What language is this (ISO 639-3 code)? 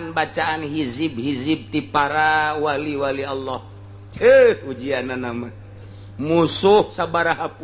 sun